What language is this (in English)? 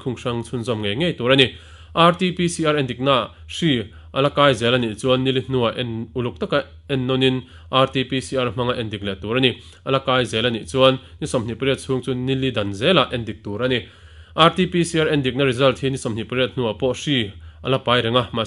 Mizo